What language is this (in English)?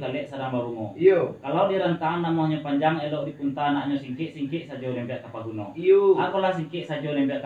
Minangkabau